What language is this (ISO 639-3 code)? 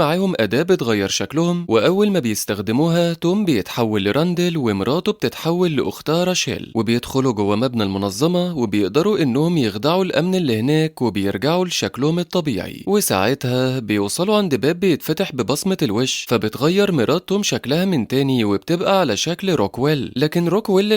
arz